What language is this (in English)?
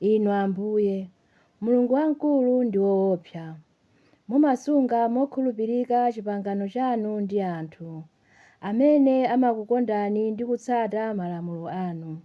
Nyanja